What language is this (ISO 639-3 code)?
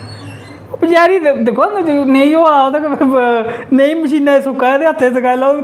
doi